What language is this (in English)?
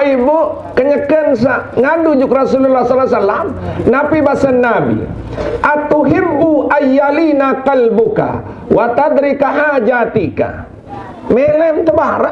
Sasak